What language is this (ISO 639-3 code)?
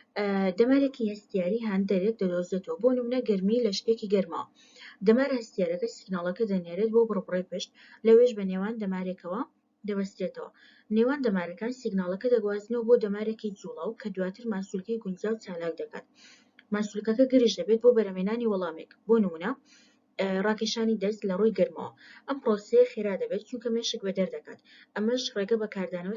ckb